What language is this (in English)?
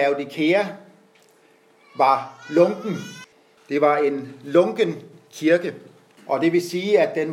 Danish